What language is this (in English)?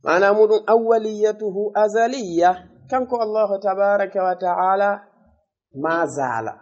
Fula